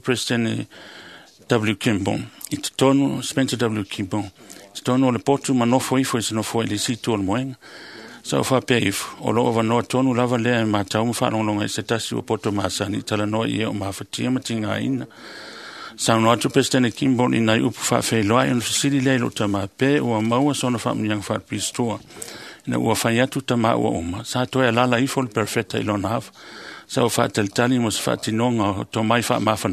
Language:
Samoan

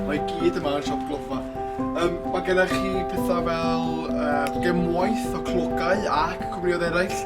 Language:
Welsh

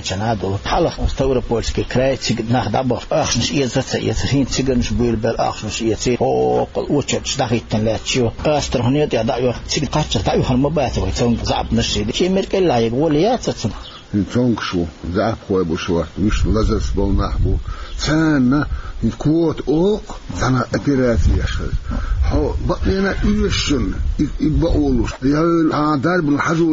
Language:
Chechen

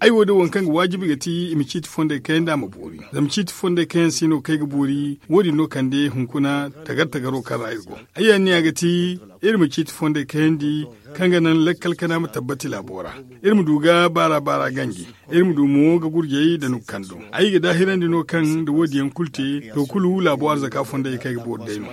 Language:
Zarma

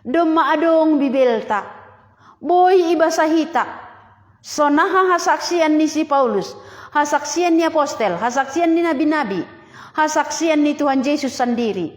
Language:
Batak Simalungun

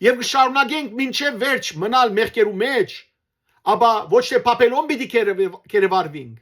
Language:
Western Armenian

